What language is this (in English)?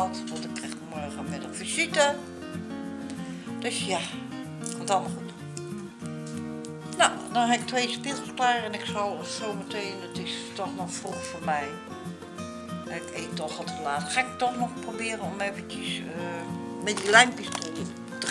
Dutch